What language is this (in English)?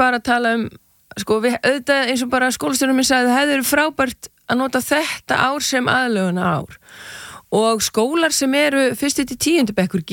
Icelandic